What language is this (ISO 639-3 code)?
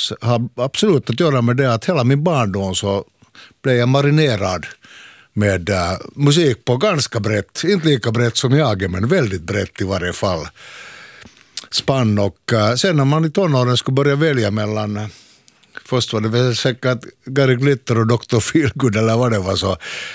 swe